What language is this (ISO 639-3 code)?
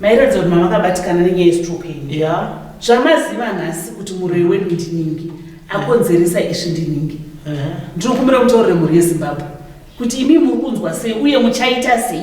sna